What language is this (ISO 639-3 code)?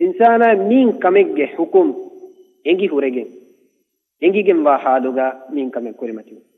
div